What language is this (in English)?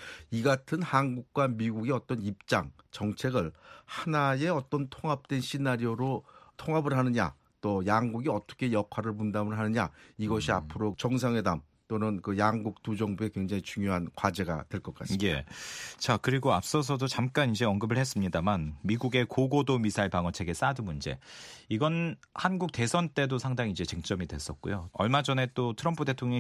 Korean